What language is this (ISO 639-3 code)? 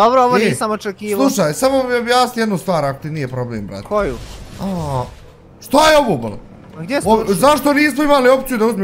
bos